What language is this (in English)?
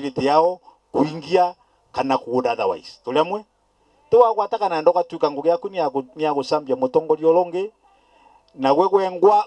Meru